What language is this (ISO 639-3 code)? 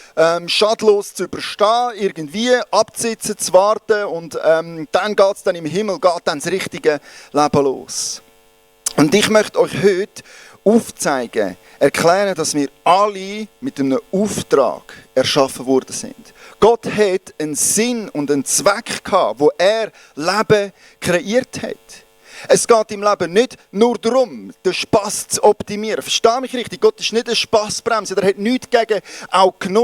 gsw